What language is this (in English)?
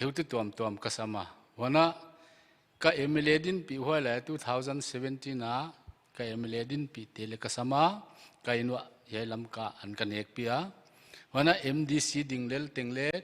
Paite Chin